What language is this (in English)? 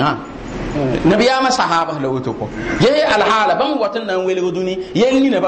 Mossi